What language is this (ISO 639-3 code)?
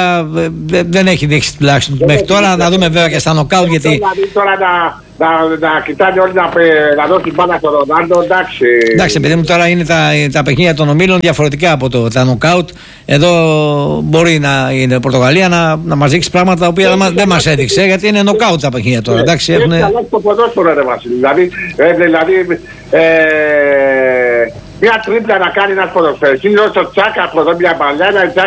ell